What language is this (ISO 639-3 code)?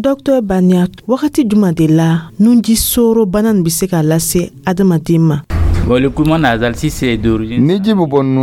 dyu